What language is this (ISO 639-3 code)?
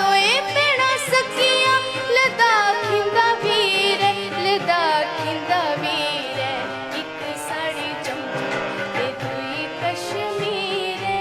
doi